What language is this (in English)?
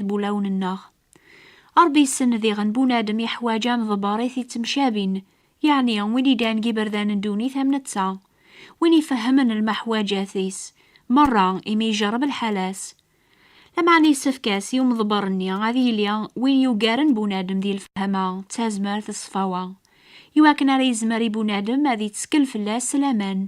Kabyle